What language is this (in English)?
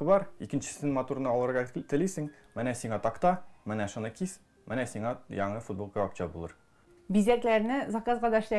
Tatar